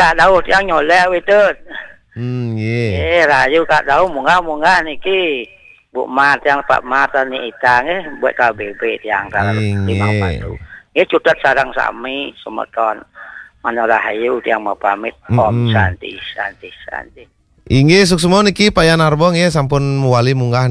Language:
Balinese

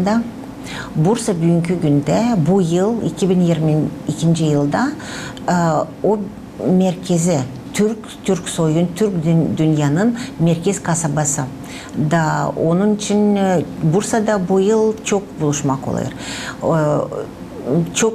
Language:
Gagauz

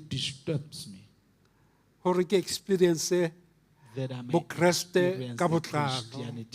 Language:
Southern Sotho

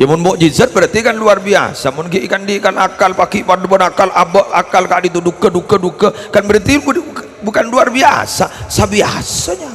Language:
Madurese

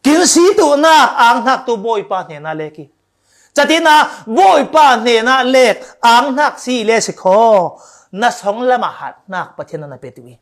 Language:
Falam Chin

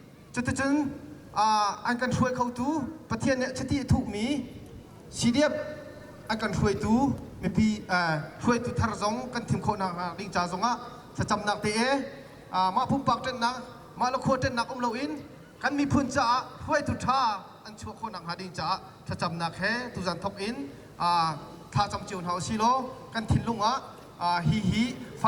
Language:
Hakha Chin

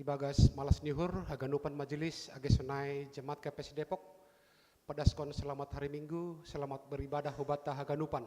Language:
Batak Simalungun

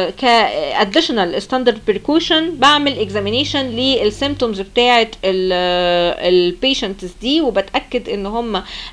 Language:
Egyptian Arabic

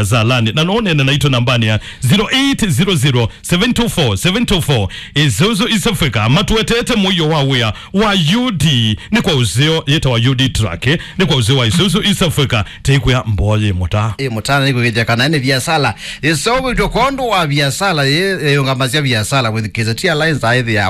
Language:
Kamba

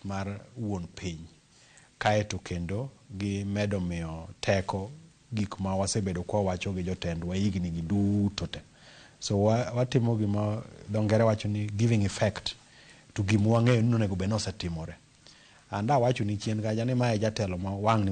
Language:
Luo (Kenya and Tanzania)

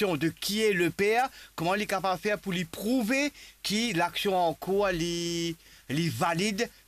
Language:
Morisyen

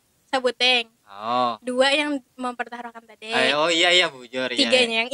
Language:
Banjar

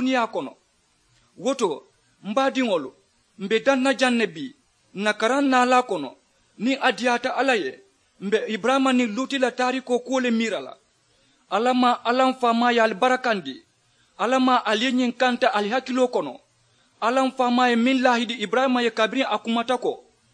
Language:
Mandingo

